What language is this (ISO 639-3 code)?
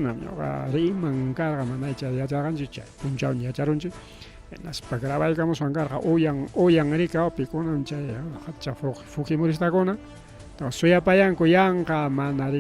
quy